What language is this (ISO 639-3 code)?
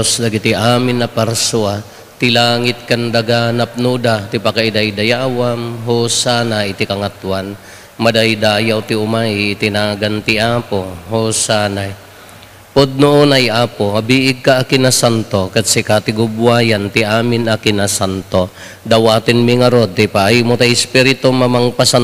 ilo